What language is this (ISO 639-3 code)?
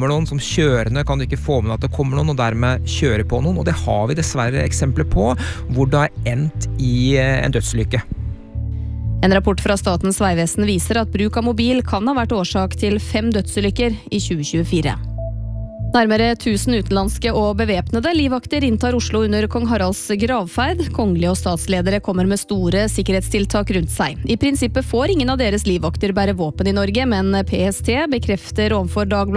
nor